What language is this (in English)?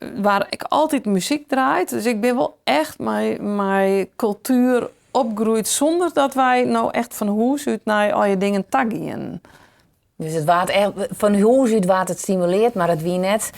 Western Frisian